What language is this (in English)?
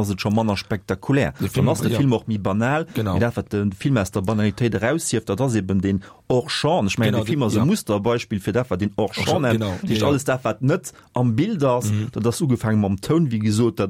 Luxembourgish